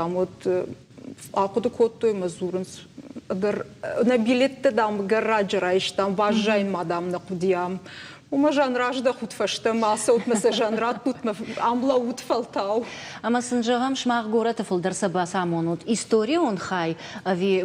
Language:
Ossetic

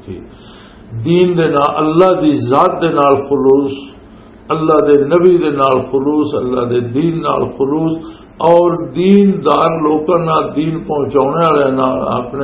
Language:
Western Panjabi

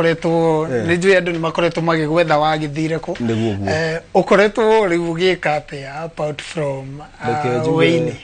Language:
Kikuyu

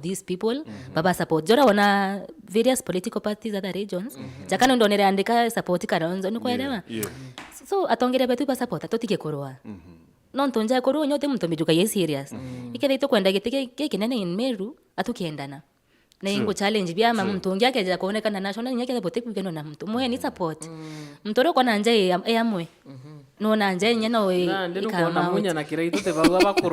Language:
Meru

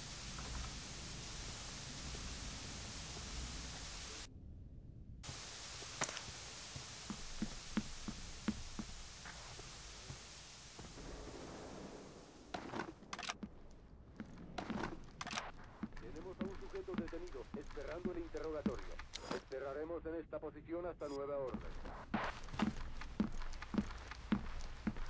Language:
Spanish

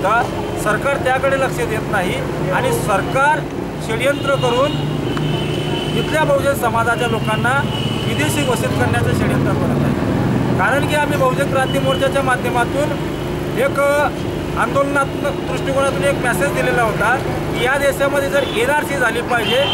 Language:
Marathi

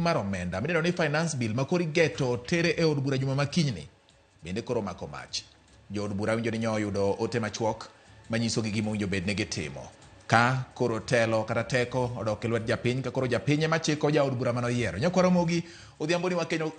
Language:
Luo (Kenya and Tanzania)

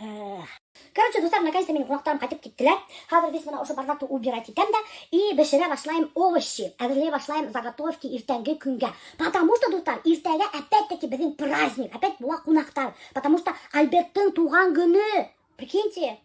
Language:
Bashkir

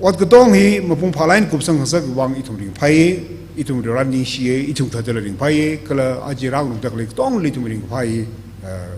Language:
Tangkhul Naga (India)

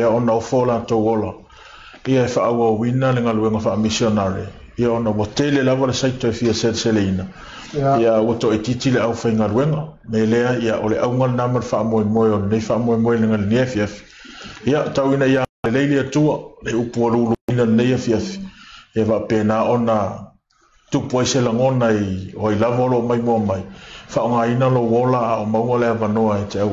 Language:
Samoan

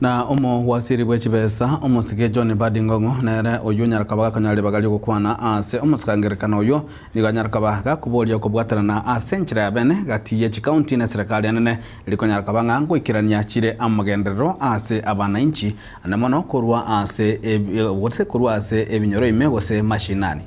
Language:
Gusii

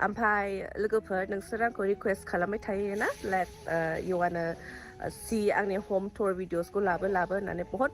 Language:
Bodo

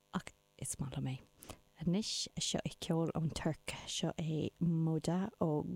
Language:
Irish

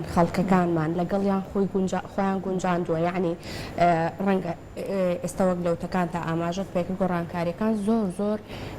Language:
Central Kurdish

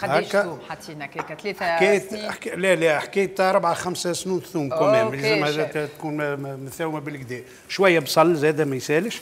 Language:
Tunisian Arabic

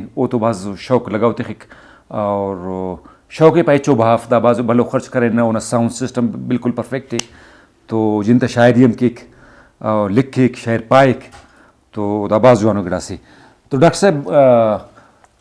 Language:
Brahui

